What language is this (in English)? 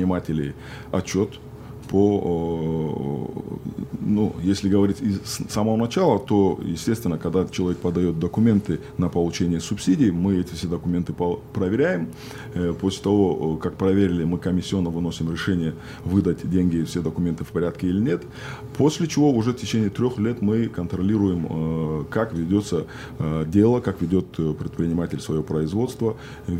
Russian